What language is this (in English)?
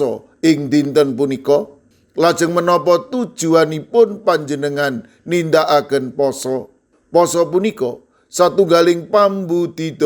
Javanese